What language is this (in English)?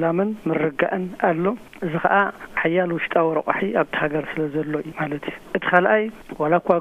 Tigrinya